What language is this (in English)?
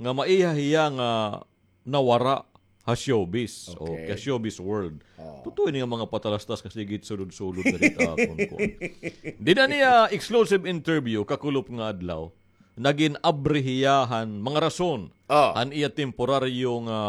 Waray